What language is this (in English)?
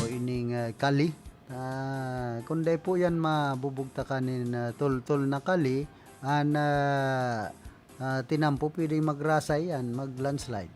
Bikol